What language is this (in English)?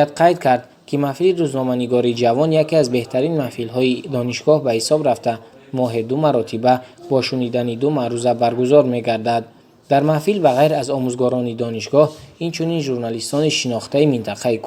Tajik